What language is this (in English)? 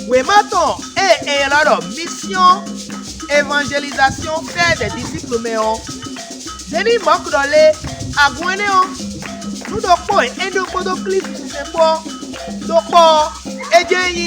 Fon